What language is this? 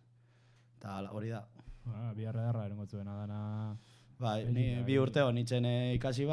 Basque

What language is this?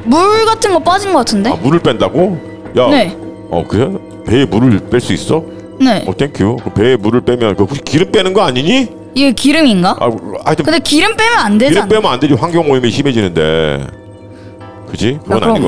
Korean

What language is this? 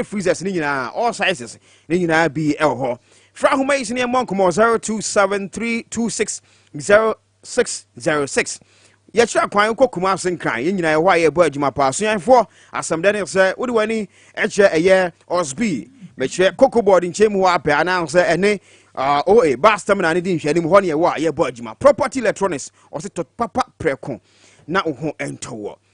Akan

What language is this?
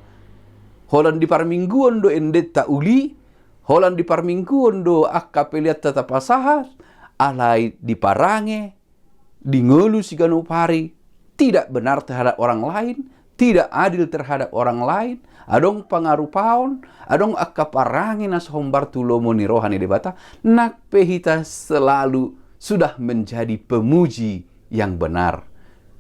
Batak Toba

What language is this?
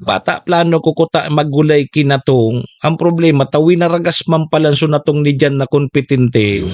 Bikol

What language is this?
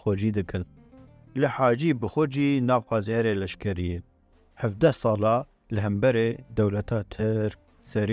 Kurdish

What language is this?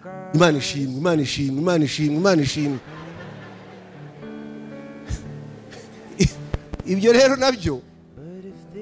Kinyarwanda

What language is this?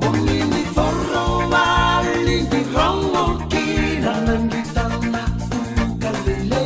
Fijian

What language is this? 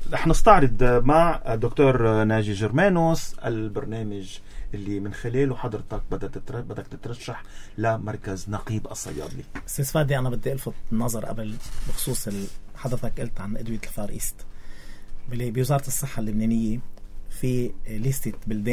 North Levantine Arabic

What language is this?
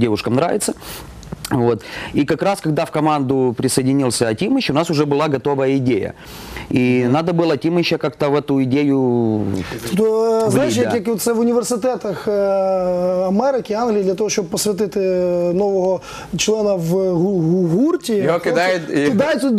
Ukrainian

